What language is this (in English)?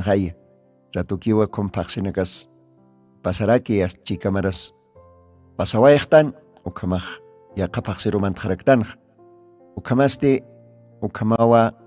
Aymara